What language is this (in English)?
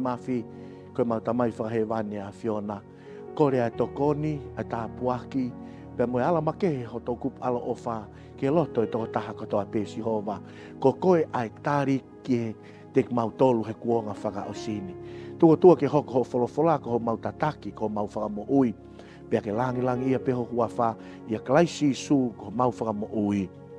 Tongan